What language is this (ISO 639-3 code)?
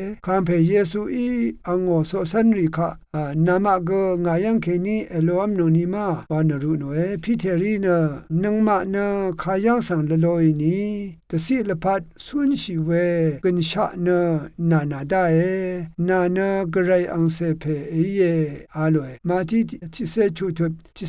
raw